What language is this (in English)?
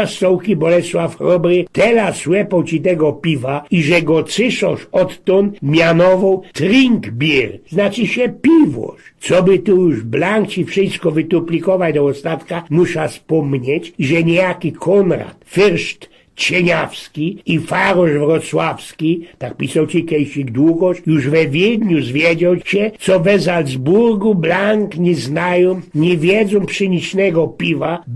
Silesian